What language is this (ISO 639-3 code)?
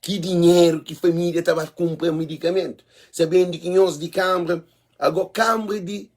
kea